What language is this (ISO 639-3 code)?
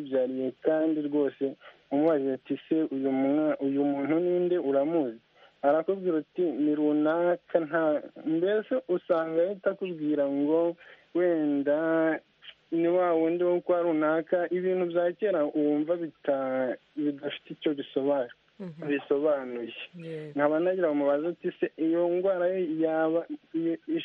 kin